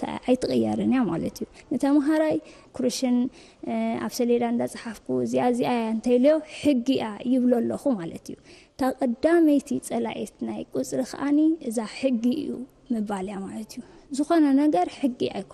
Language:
Tigrinya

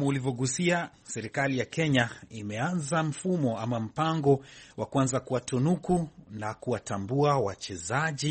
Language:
Swahili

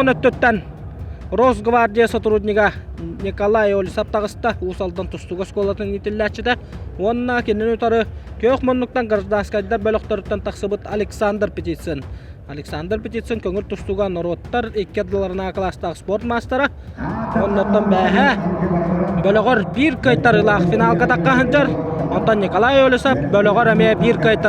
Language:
Yakut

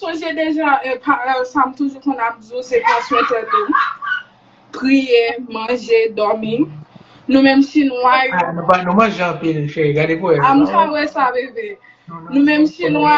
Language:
Haitian Creole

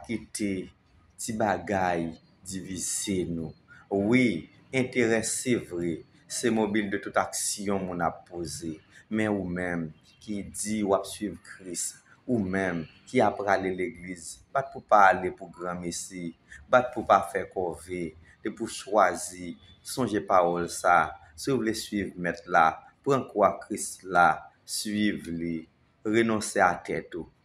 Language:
Haitian Creole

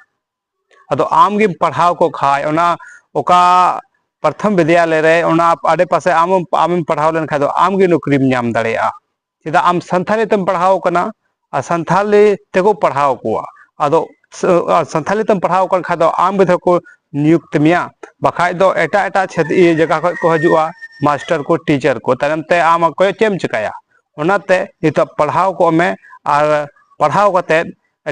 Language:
Santali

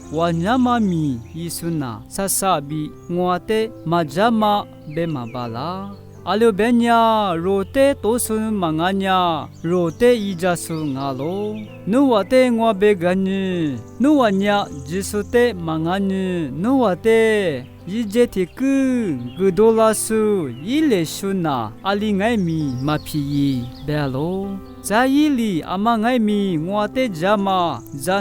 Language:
Lisu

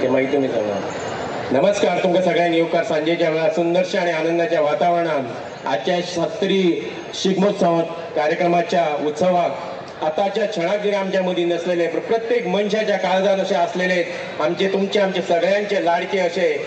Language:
Konkani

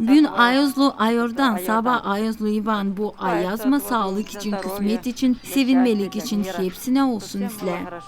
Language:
Gagauz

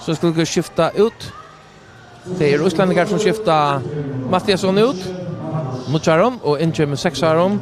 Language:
Faroese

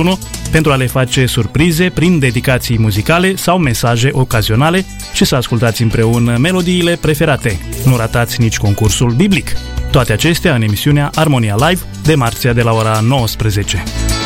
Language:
Romanian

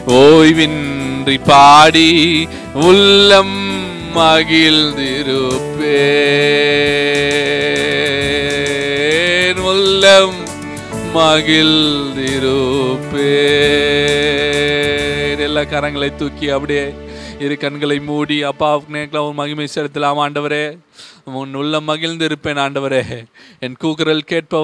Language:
Tamil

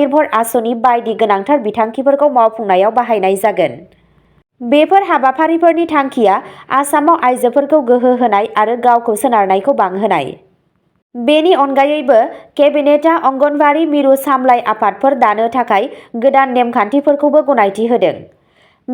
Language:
Bodo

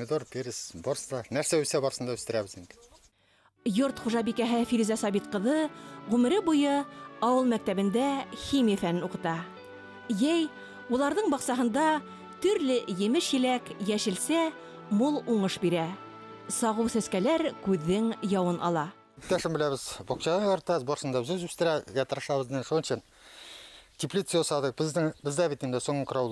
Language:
Bashkir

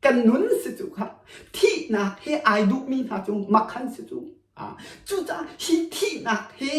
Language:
Hakha Chin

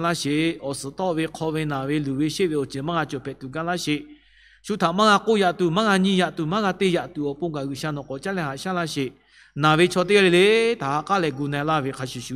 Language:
Lahu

